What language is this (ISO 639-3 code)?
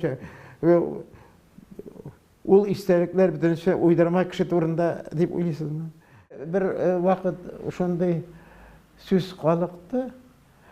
tat